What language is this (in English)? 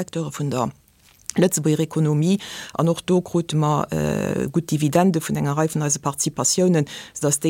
Luxembourgish